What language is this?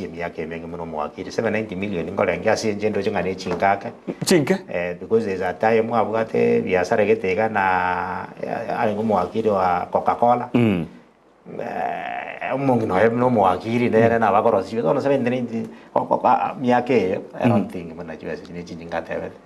Gusii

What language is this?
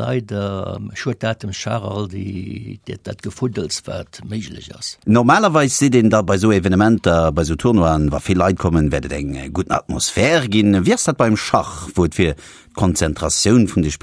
Luxembourgish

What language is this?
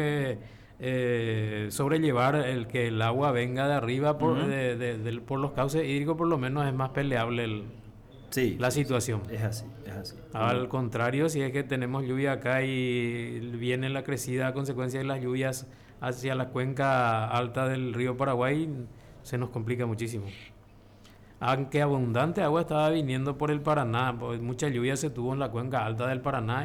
Spanish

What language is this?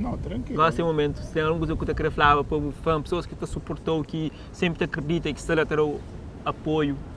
Kabuverdianu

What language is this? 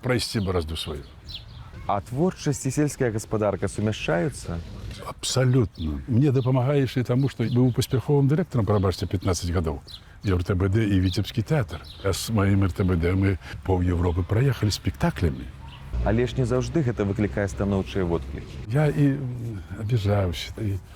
Belarusian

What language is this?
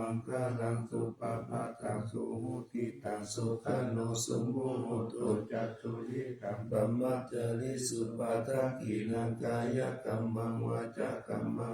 Pali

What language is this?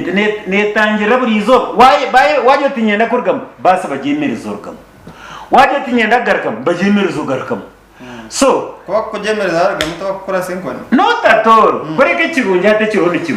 Nyankole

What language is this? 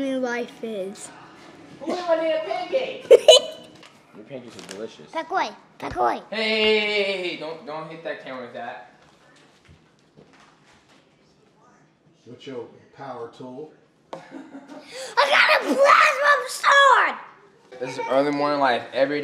English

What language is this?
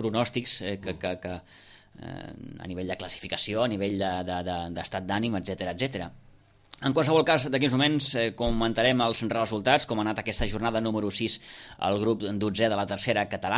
Catalan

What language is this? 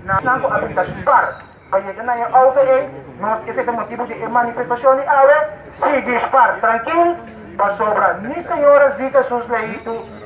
Papiamento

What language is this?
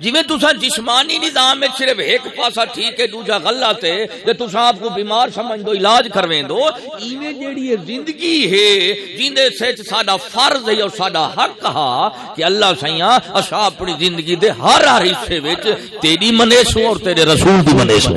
Saraiki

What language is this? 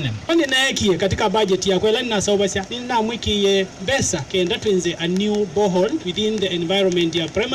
Kamba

